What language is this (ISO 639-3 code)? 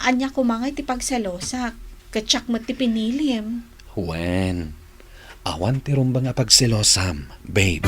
ilo